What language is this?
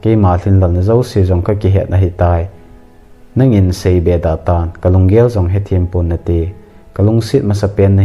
Thado Chin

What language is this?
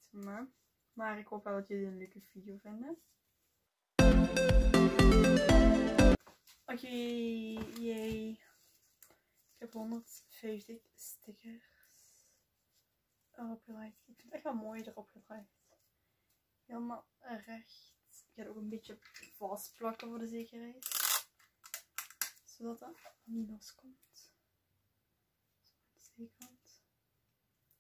Dutch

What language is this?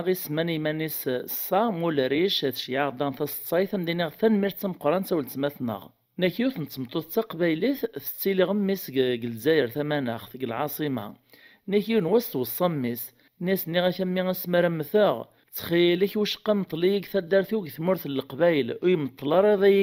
Kabyle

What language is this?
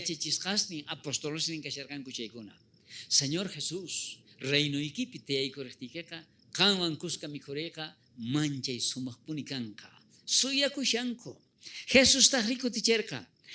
South Bolivian Quechua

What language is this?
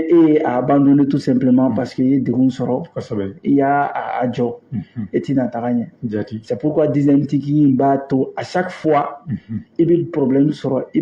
Bambara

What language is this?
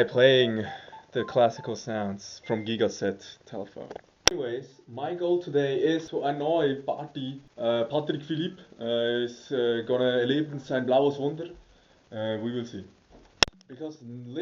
Swiss German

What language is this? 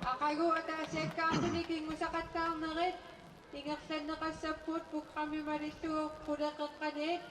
Kalaallisut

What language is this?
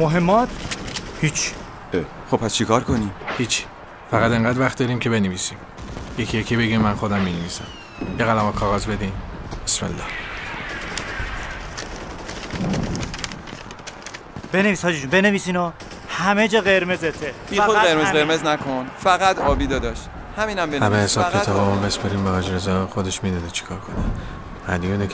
Persian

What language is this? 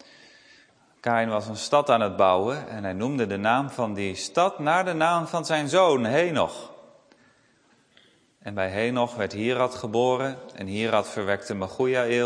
Dutch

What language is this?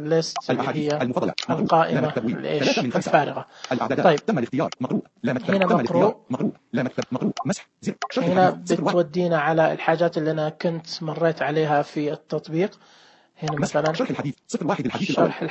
Najdi Arabic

